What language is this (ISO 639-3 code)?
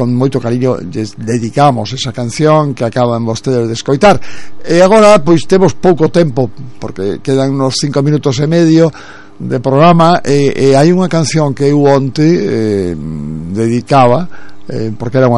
glg